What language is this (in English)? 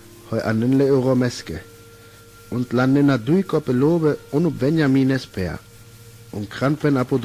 Sinte Romani